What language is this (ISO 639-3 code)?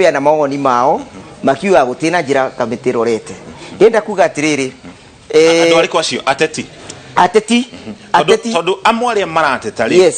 kik